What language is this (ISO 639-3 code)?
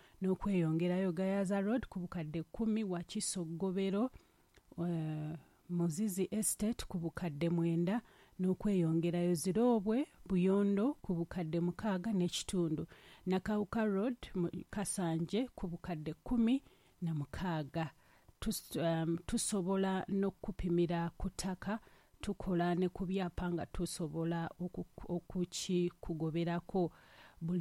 lug